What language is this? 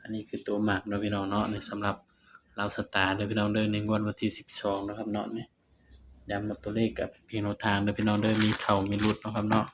Northeastern Thai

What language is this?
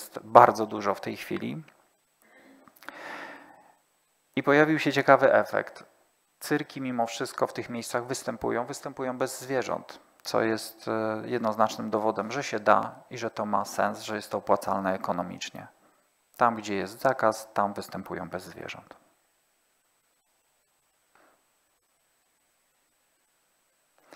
Polish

